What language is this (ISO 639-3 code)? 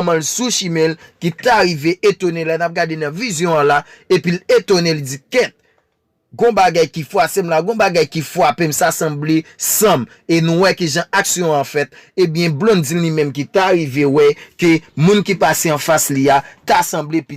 hat